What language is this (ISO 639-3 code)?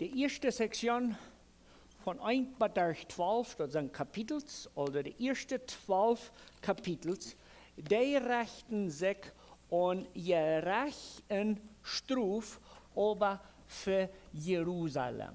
pdt